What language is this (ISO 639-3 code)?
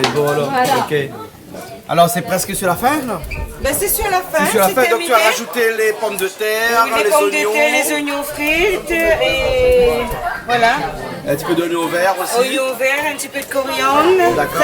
rcf